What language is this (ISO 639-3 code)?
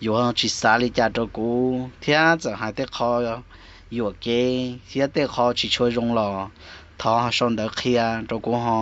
hmn